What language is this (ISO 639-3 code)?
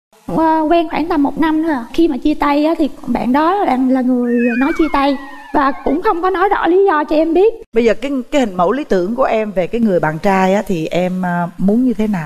vie